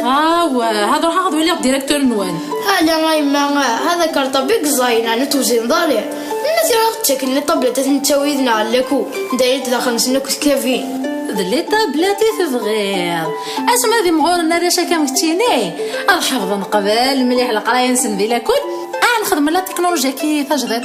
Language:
Kabyle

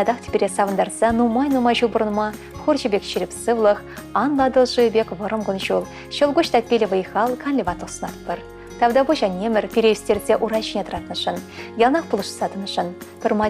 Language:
Chuvash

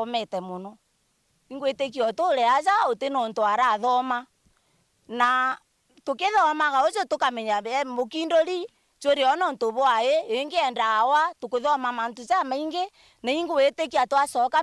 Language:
Meru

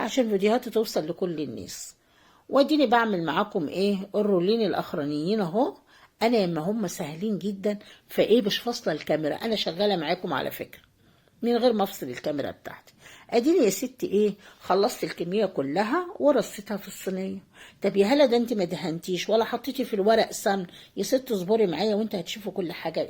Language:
Egyptian Arabic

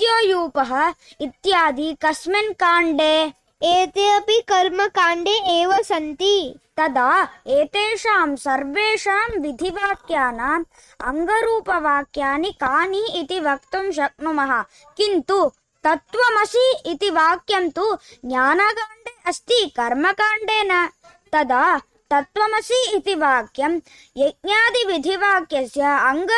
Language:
Sanskrit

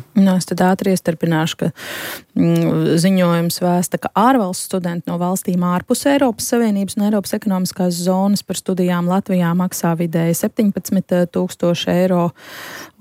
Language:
Latvian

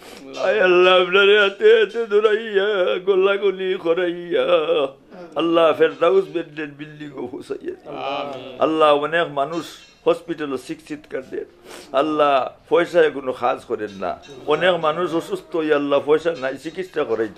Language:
Sylheti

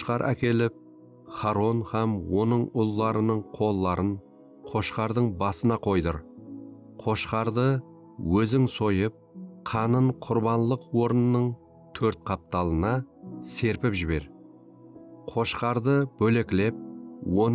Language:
Kara-Kalpak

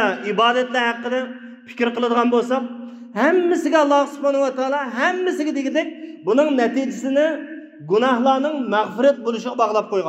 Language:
Uyghur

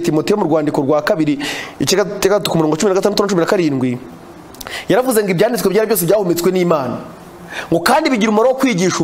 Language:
Kinyarwanda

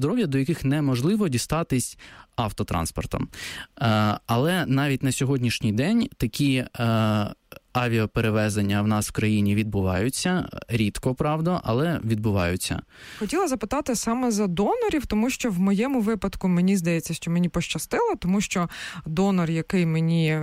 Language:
Ukrainian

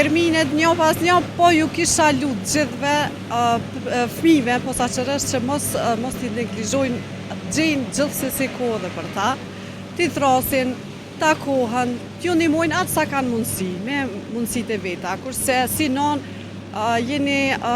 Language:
Albanian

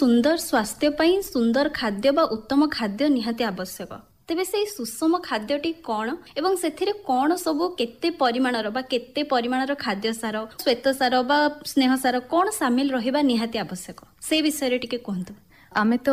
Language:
Odia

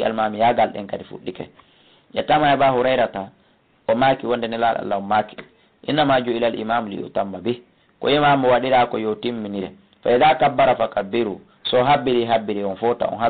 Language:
Fula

